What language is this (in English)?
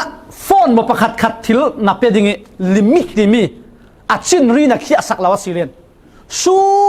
Falam Chin